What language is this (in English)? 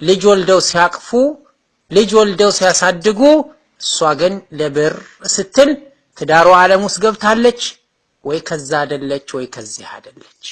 Amharic